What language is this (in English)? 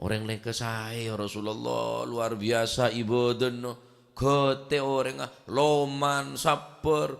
Madurese